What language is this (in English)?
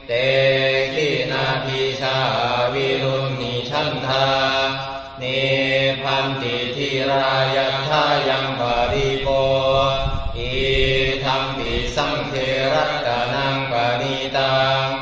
Pali